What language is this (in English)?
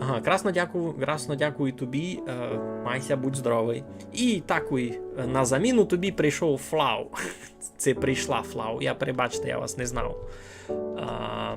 Rusyn